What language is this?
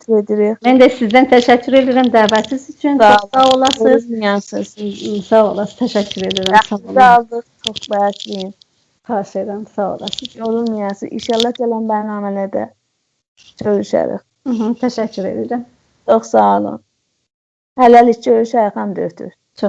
South Azerbaijani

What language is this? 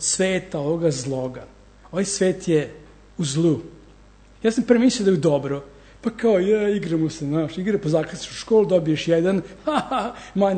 Serbian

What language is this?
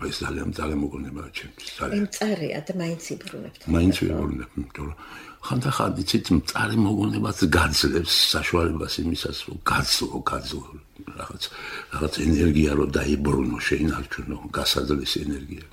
Georgian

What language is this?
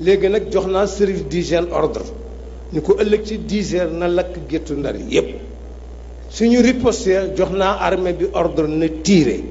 Wolof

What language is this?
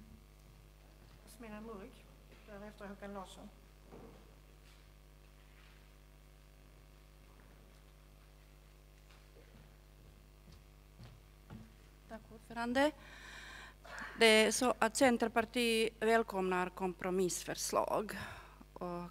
Swedish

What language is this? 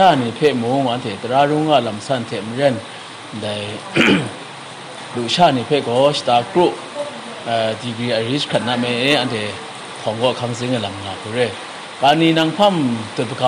Kachin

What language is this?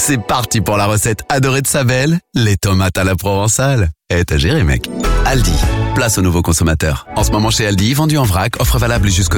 French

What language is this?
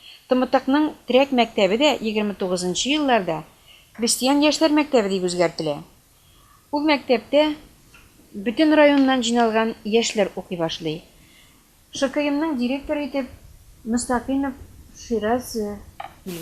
Tatar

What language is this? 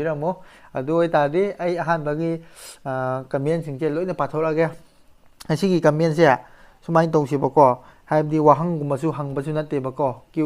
Manipuri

